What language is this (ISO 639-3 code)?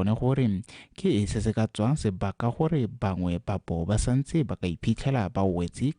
tsn